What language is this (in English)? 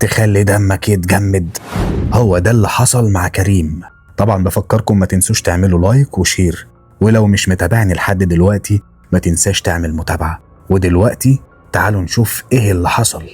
Egyptian Arabic